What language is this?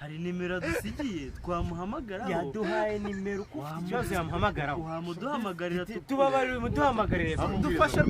Kinyarwanda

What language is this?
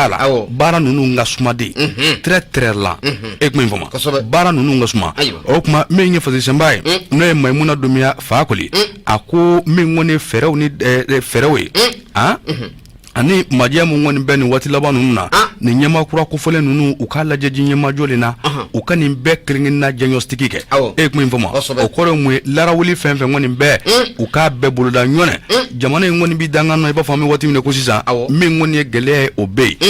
Bambara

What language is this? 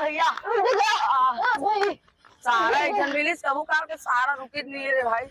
Chhattisgarhi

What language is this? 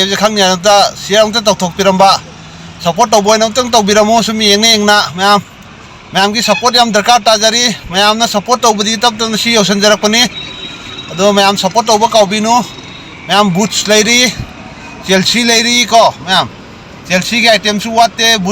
Manipuri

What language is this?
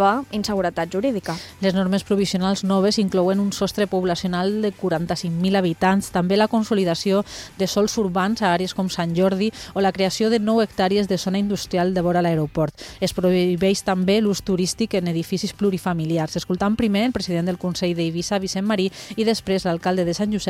Catalan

